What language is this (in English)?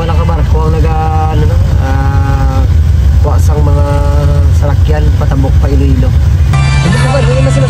Hiligaynon